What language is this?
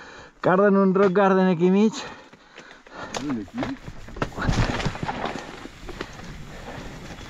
Catalan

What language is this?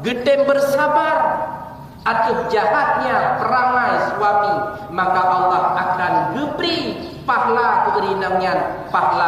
Achinese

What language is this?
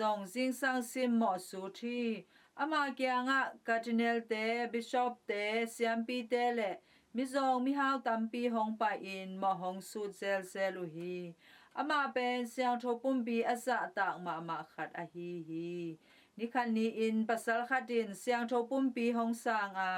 Tedim Chin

